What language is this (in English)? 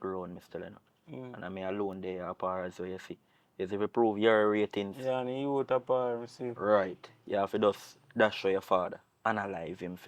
Jamaican Creole English